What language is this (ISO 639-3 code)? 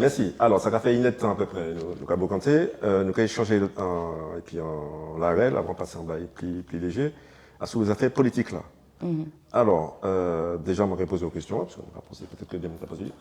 gcf